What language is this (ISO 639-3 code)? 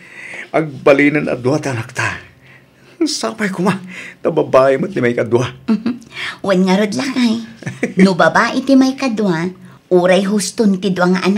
ilo